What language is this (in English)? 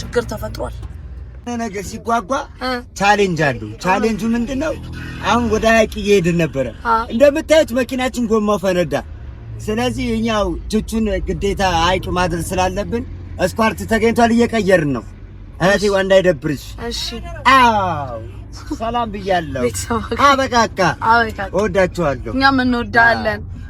Amharic